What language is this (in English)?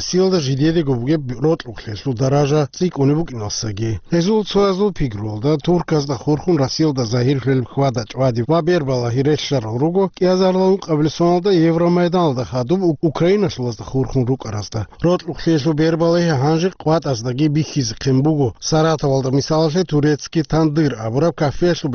Avaric